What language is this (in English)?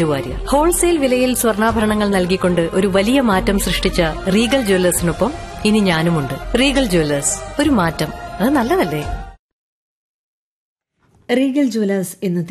Malayalam